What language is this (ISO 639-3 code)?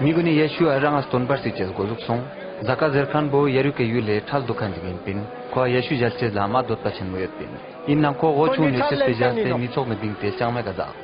lbj